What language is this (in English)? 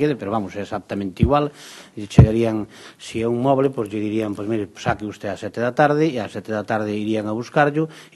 Galician